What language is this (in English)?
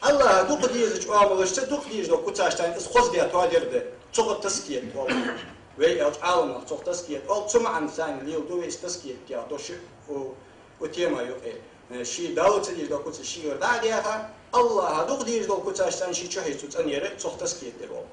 Ingush